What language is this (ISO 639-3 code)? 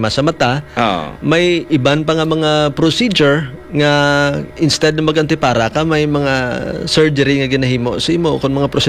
hil